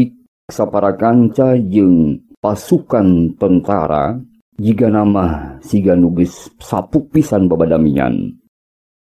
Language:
Sundanese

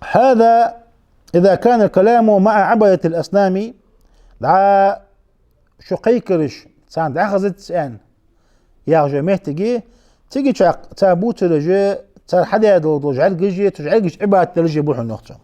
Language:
Ingush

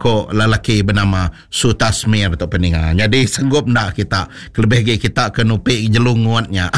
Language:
Iban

